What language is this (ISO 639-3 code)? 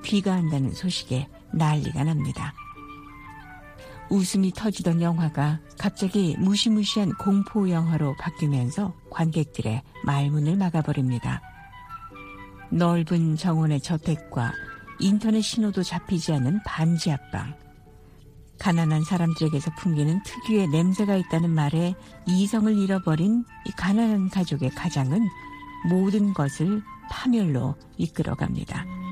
kor